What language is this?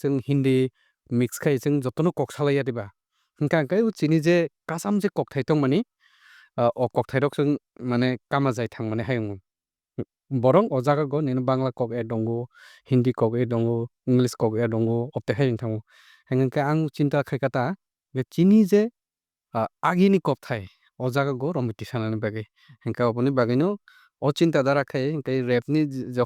Kok Borok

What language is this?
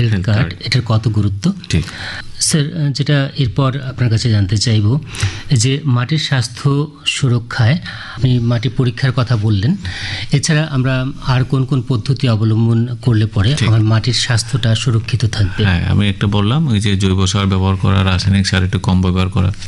Bangla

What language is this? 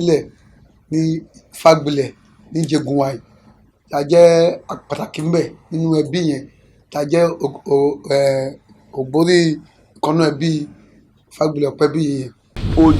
Yoruba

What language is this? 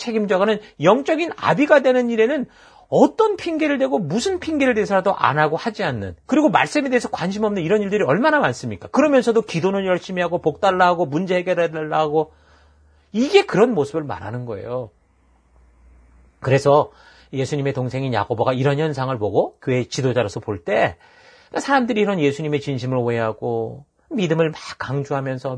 Korean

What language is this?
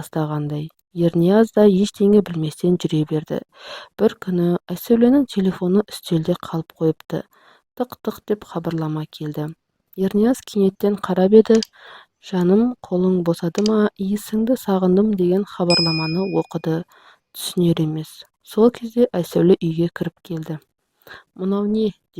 Kazakh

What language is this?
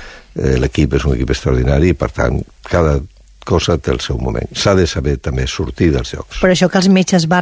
Catalan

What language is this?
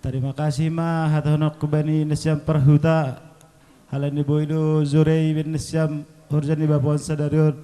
Batak Simalungun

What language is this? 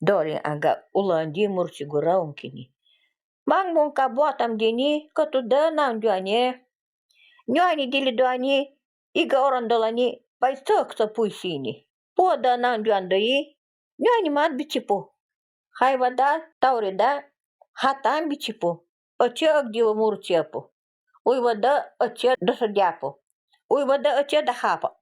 Nanai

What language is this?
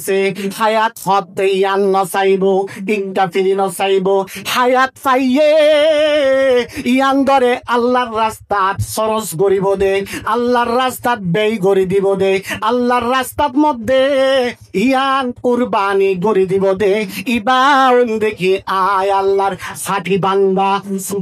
Rohingya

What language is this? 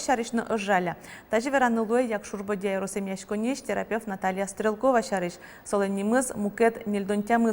Udmurt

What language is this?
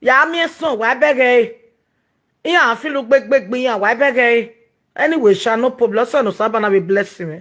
Nigerian Pidgin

